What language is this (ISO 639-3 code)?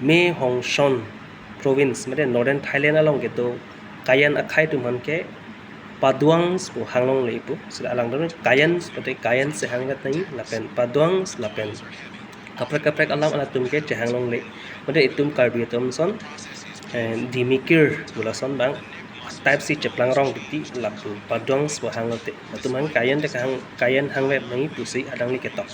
mjw